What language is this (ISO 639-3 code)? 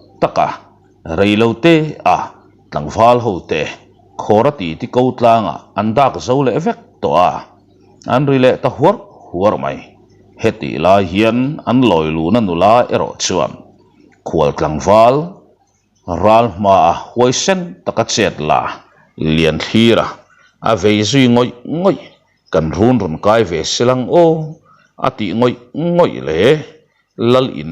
lus